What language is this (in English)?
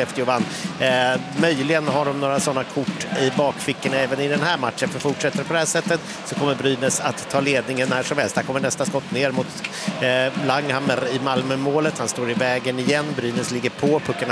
Swedish